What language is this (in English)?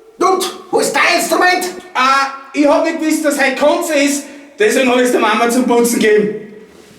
Bavarian